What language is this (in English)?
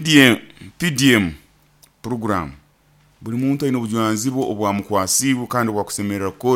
Nyoro